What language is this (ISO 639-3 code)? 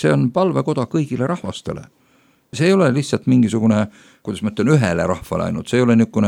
est